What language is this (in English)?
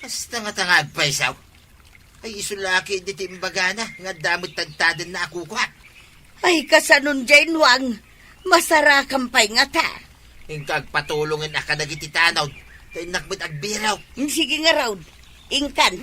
Iloko